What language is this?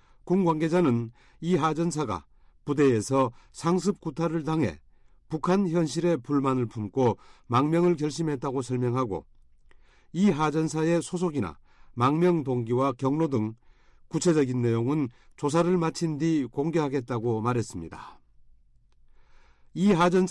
Korean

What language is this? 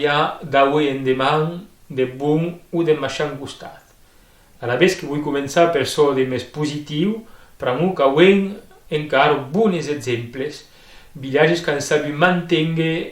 Occitan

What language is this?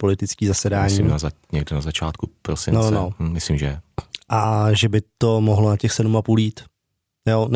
Czech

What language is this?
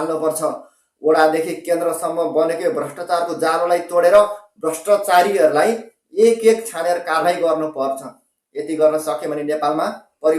Nepali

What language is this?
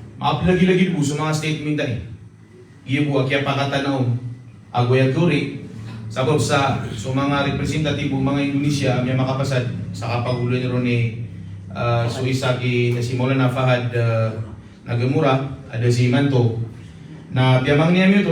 Maranao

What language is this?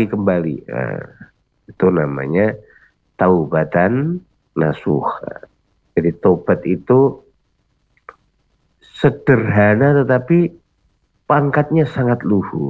Indonesian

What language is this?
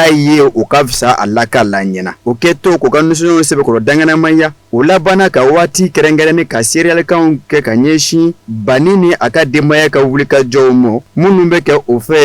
Bambara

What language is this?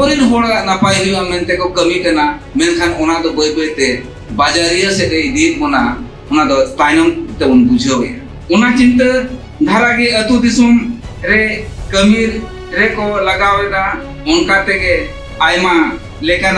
Santali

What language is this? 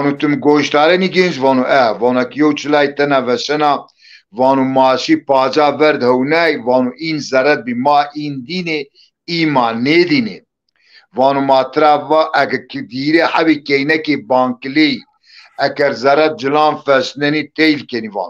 Zaza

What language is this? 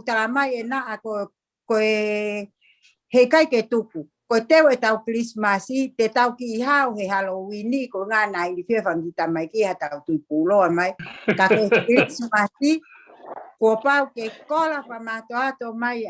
Tongan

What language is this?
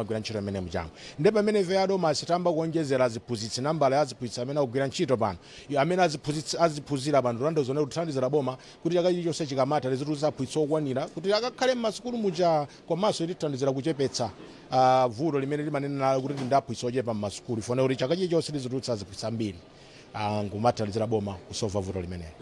Nyanja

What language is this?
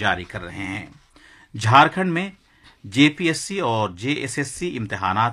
Urdu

